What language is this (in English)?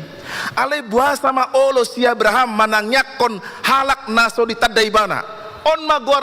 Batak Toba